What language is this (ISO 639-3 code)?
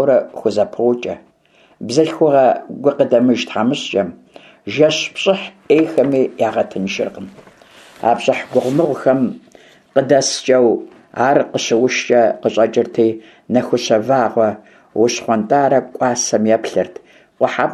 kbd